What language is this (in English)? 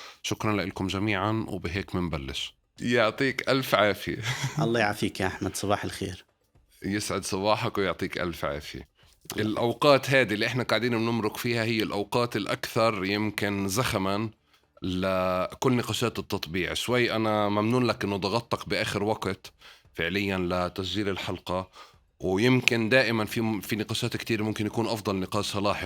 North Levantine Arabic